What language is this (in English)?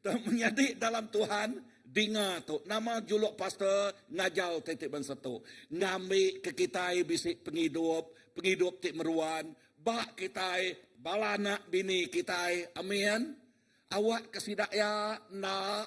Iban